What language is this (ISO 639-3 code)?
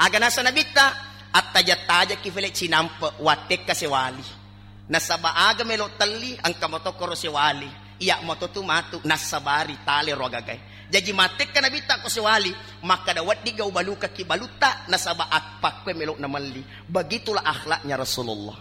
bug